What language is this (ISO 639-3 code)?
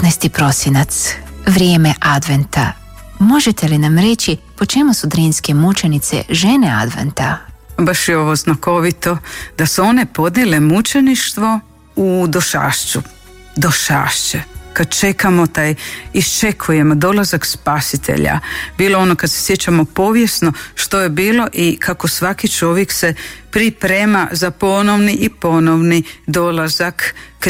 hrv